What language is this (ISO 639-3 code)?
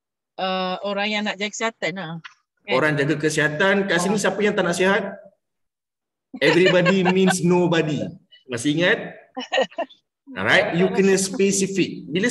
msa